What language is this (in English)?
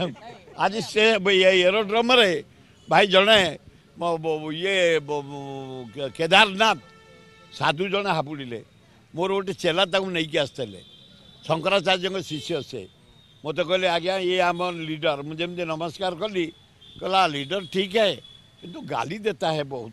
Odia